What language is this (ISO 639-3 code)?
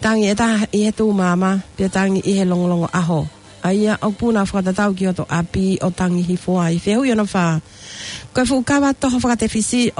ton